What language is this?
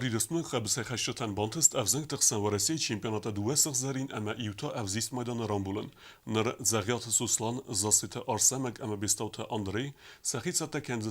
Ossetic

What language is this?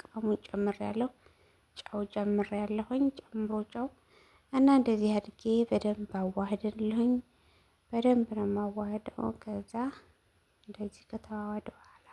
Amharic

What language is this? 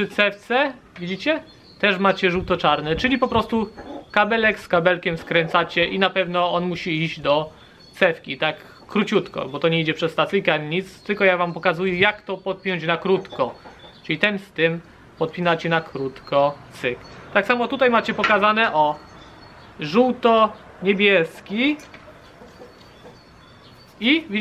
Polish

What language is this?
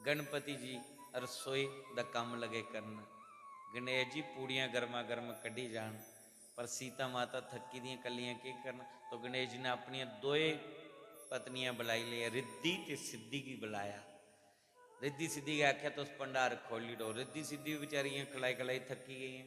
Dogri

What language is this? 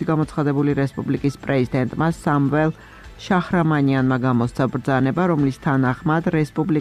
Georgian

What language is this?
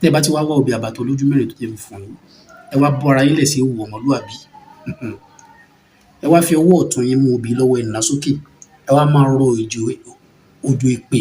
Yoruba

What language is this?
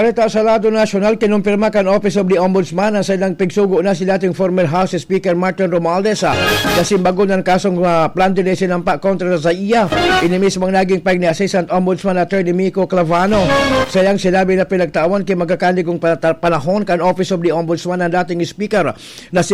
Bikol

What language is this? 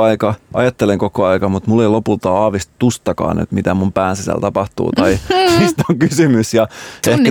Finnish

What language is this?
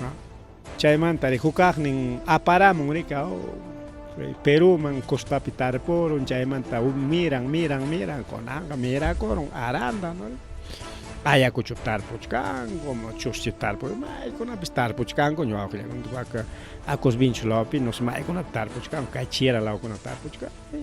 Ayacucho Quechua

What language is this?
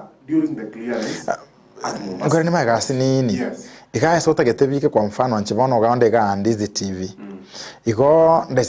Gusii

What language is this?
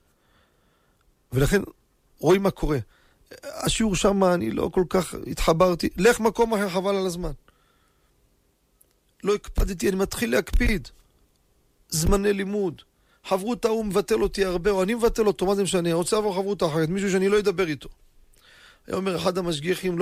Hebrew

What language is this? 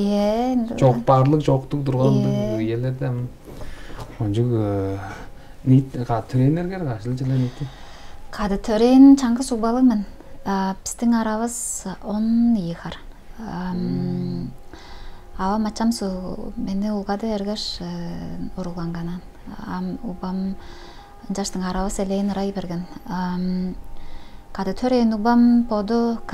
Tuvinian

